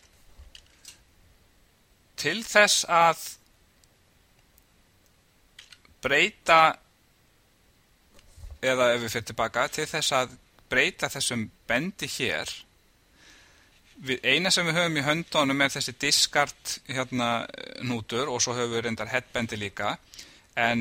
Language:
Icelandic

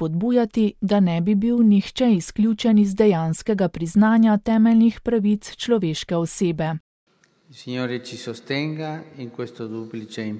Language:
Slovenian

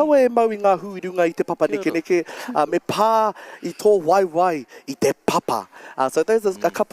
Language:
Māori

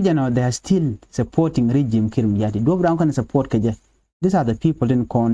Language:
Nuer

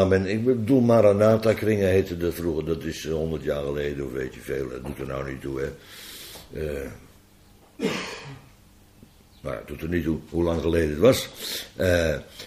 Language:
Dutch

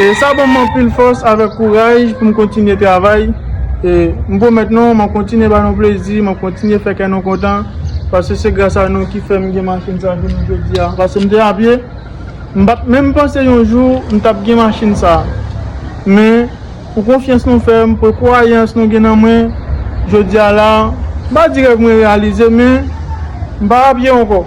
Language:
Haitian Creole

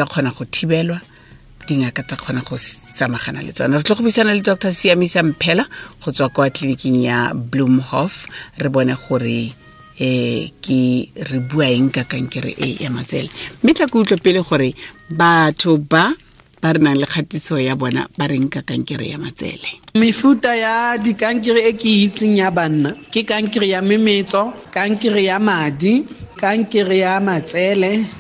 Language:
Tswana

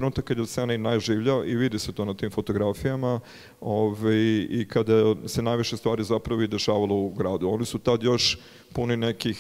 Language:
Serbian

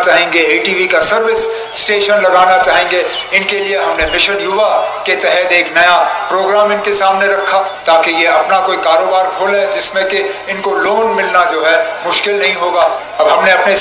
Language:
Urdu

